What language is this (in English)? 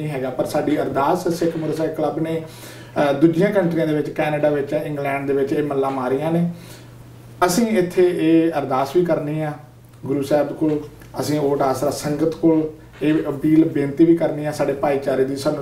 Punjabi